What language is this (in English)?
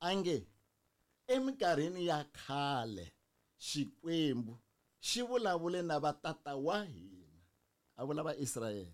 Tsonga